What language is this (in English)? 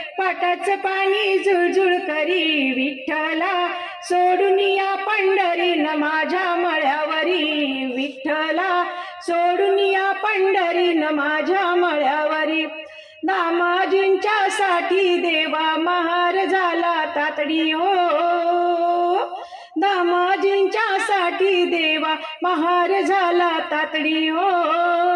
Marathi